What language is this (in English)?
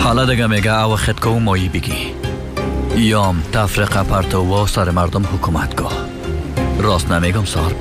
Persian